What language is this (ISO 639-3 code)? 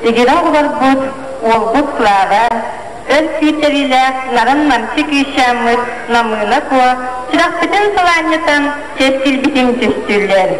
sah